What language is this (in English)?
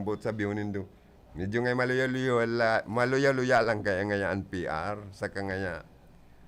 Bikol